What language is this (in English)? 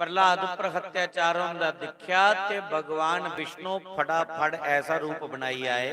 Dogri